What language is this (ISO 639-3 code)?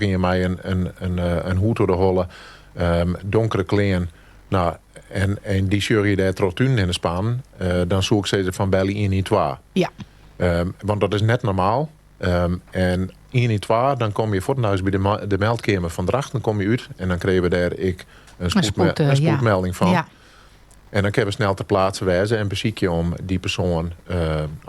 fry